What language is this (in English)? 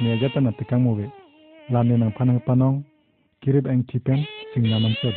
Karbi